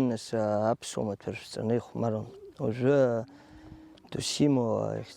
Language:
Abkhazian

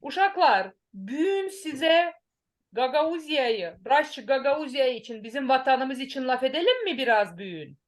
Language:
Gagauz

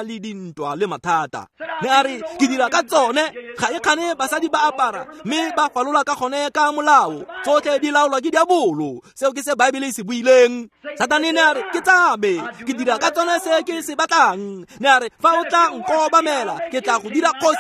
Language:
Tswana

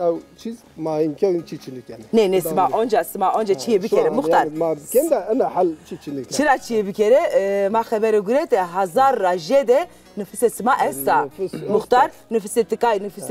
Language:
Zaza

